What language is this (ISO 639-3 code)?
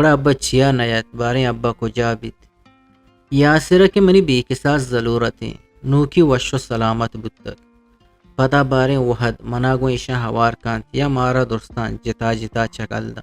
bgp